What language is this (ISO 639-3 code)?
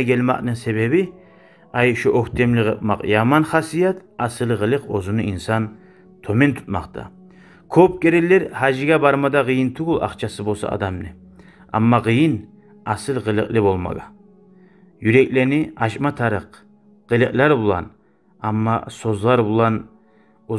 kum